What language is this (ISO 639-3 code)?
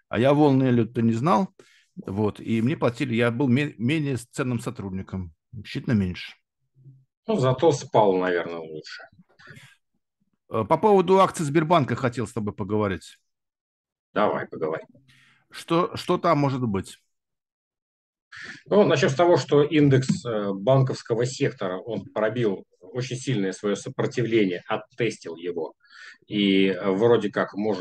rus